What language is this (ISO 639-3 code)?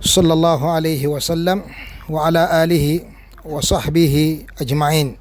lug